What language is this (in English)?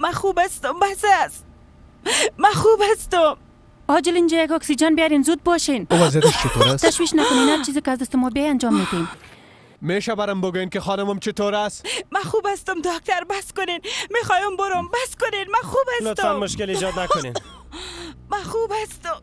Persian